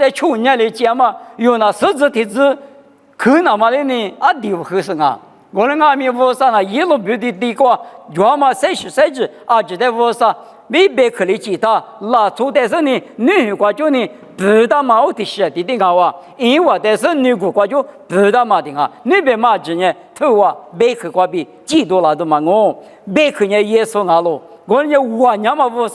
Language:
Lisu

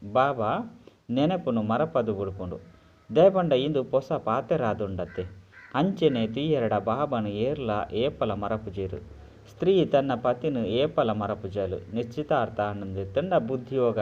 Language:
Tulu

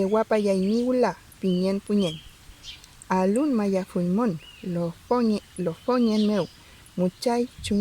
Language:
Mapuche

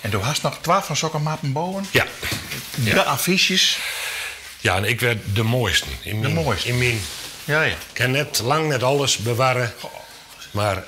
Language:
Western Frisian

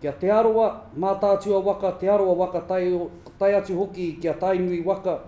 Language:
Māori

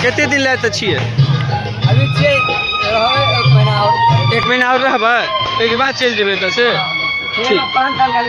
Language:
Maithili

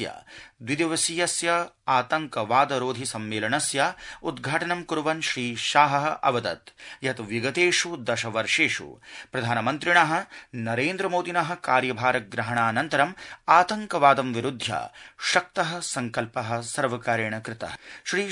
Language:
Sanskrit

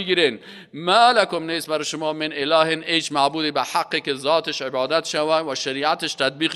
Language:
Persian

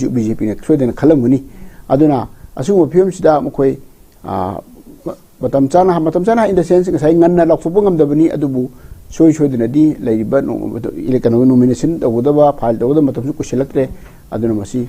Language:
Manipuri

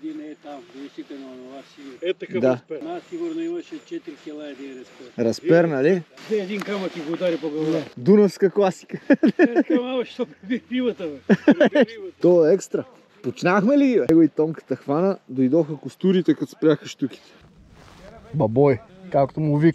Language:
Bulgarian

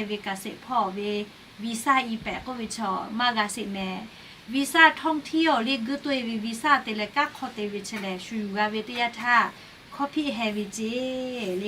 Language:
Lahu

